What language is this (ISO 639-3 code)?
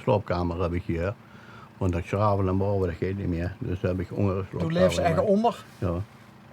lim